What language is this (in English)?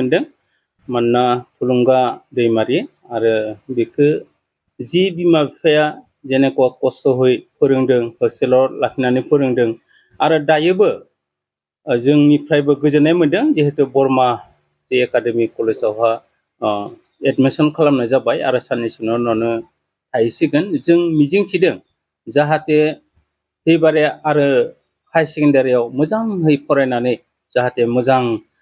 Bodo